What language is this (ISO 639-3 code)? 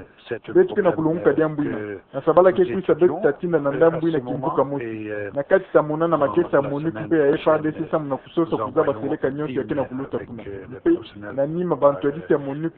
ktu